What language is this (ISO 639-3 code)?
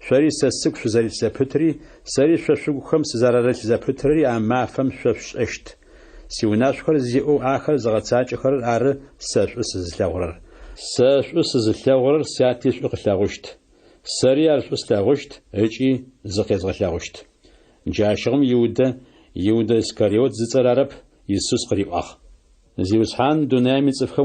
ady